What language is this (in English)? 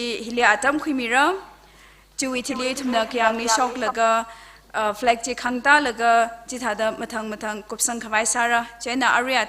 Tangkhul Naga (India)